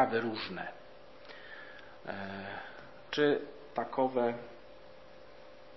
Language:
Polish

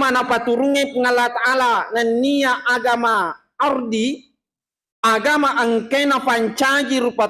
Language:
Buginese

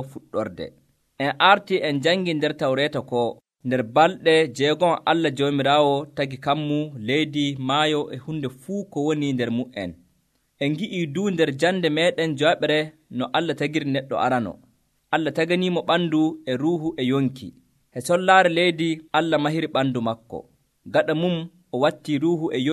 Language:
Nigerian Fulfulde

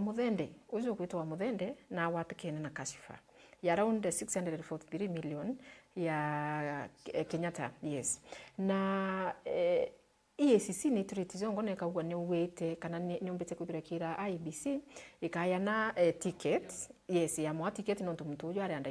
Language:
Meru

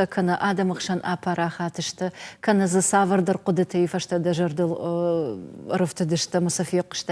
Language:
Ossetic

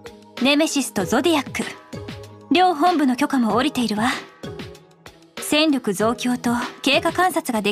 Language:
Japanese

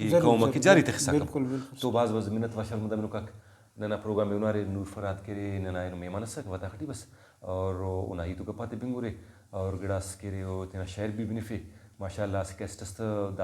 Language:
Brahui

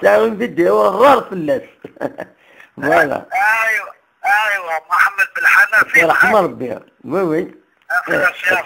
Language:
Kabyle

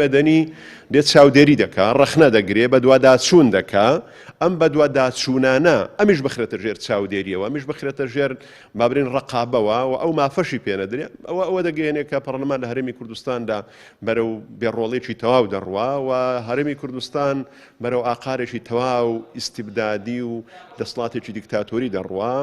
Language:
Central Kurdish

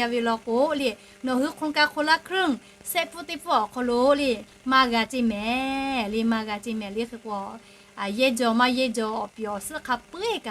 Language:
Lahu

